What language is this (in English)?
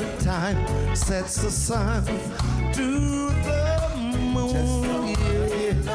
Jamaican Creole English